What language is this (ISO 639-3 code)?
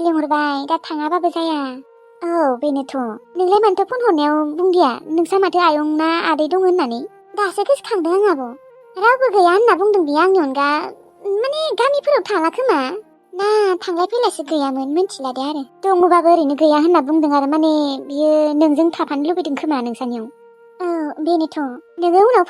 brx